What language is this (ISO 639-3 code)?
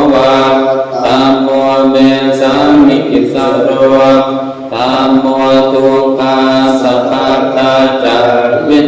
pli